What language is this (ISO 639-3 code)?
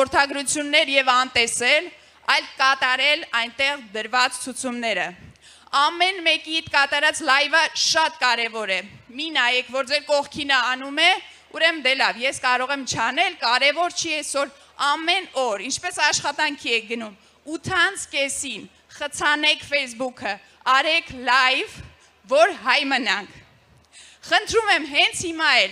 hye